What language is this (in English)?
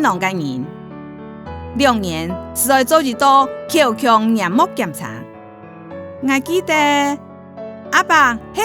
Hakka Chinese